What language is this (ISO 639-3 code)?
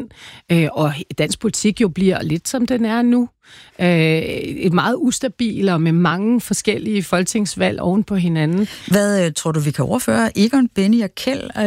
dan